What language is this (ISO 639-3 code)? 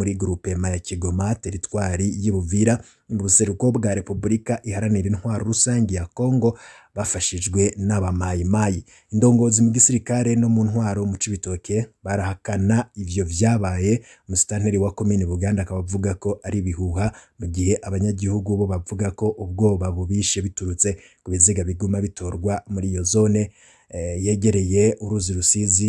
run